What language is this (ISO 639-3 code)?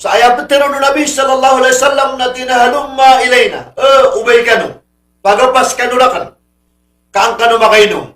mrw